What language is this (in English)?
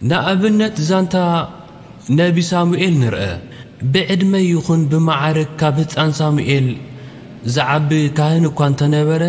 Tigrinya